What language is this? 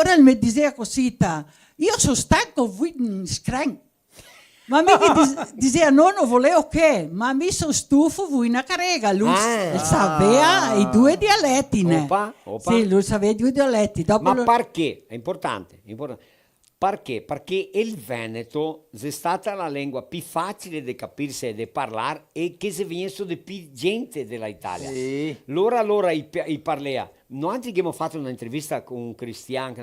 Venetian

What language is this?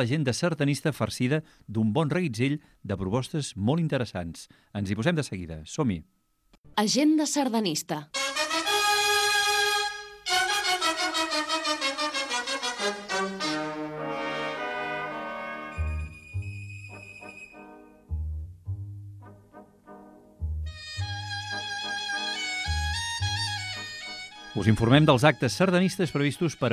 Catalan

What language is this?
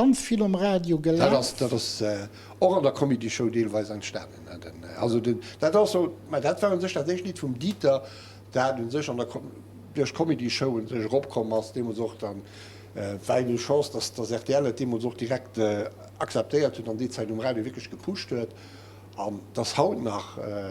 Luxembourgish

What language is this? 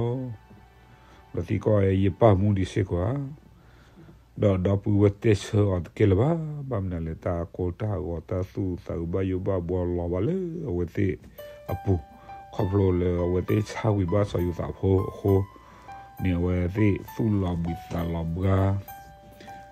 S'gaw Karen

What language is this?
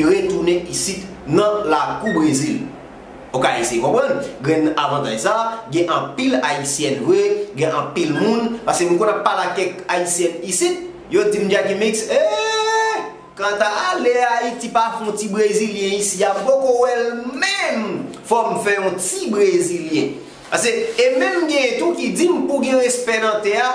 Haitian Creole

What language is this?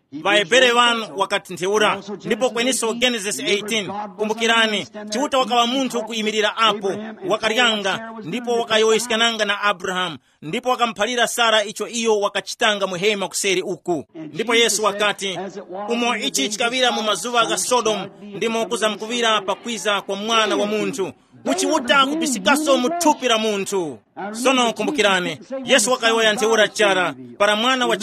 Tumbuka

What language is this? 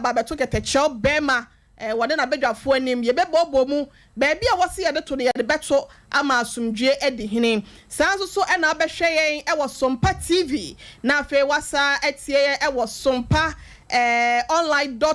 Akan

